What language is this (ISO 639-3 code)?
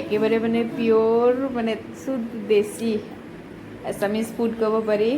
asm